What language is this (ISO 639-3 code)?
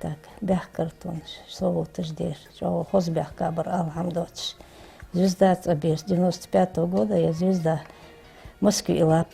inh